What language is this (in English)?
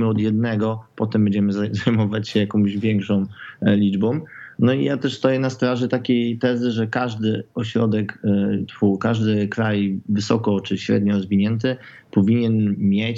Polish